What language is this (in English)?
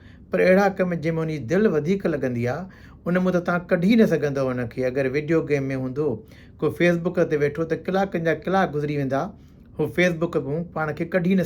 Sindhi